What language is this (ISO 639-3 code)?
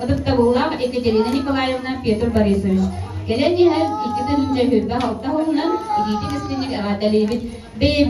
sah